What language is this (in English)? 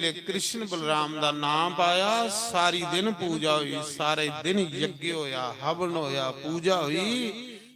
Dogri